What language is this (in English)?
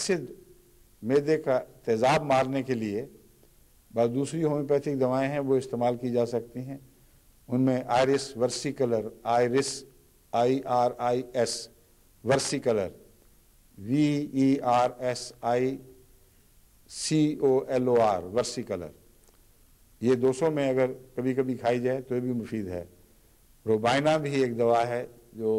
Urdu